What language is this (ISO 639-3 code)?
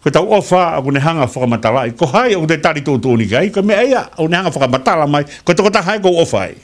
ton